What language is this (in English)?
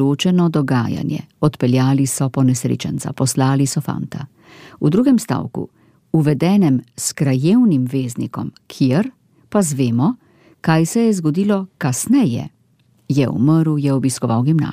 Slovenian